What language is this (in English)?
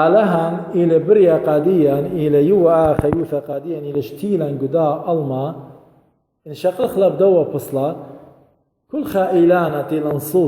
Assyrian Neo-Aramaic